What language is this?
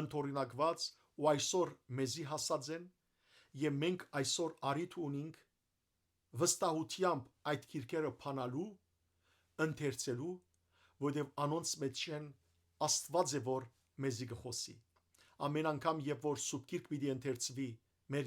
Western Armenian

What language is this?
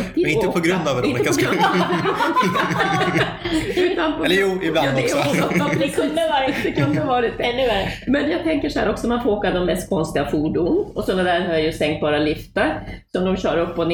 Swedish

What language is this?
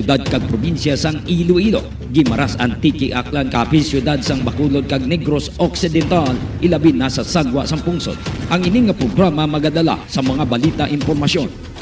Hiligaynon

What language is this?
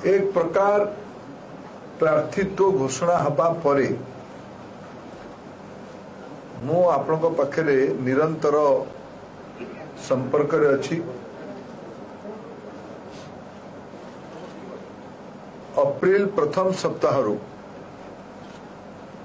Odia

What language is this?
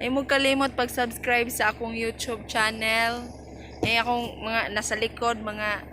Cebuano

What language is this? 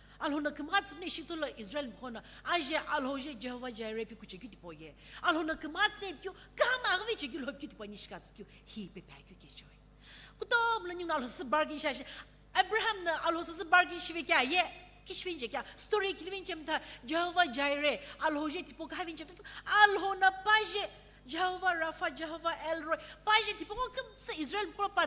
Sumi Naga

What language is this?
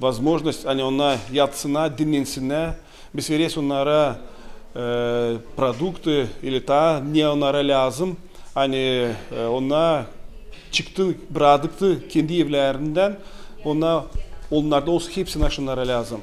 Gagauz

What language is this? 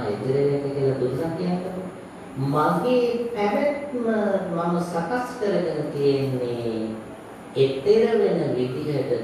Sinhala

